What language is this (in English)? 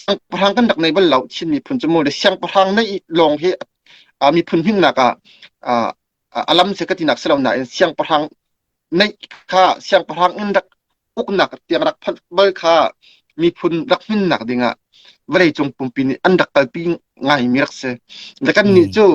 Hakha Chin